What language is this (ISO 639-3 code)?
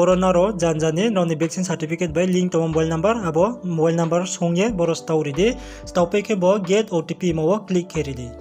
ria